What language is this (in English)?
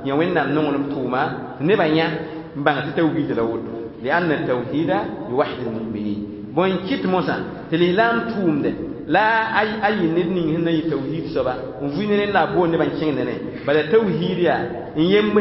Mossi